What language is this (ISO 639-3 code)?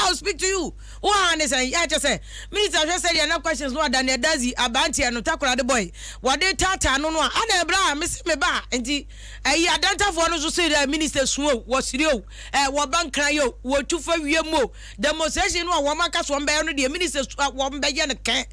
aka